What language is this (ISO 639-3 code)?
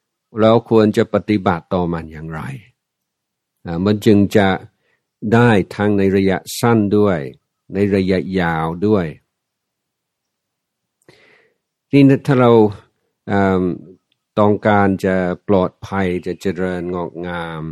tha